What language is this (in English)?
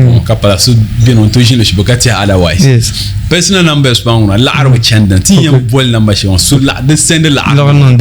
Dagbani